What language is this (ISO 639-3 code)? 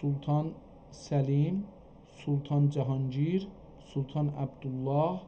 azb